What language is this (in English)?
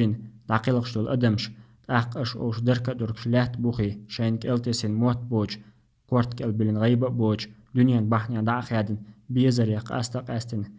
Chechen